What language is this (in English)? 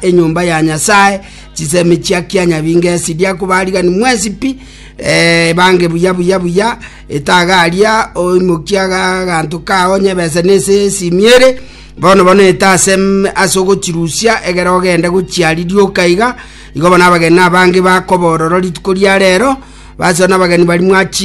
Gusii